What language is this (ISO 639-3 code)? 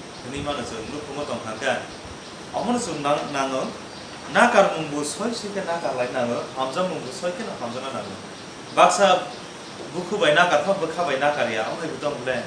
trp